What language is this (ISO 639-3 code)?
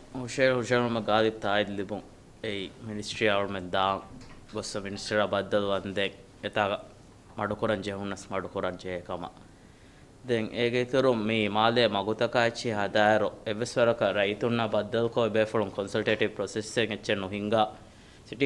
div